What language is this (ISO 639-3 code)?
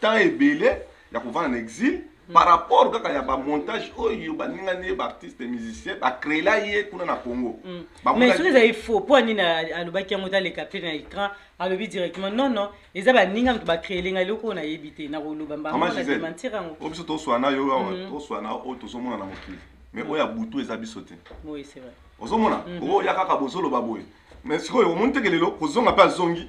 lin